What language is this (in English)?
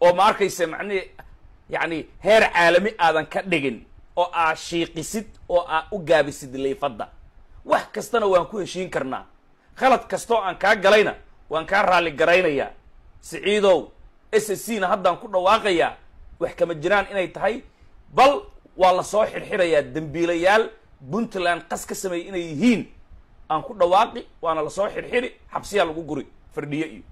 Somali